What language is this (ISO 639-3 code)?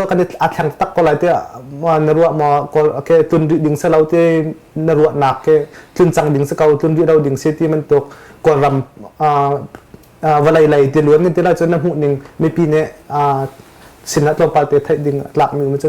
cnh